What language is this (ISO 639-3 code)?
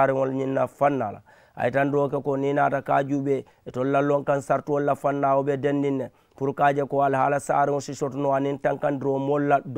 man